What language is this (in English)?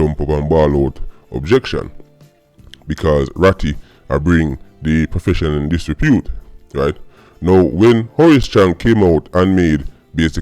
Jamaican Creole English